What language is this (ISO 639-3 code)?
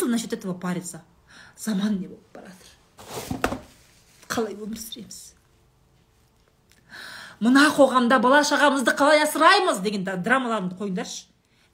kaz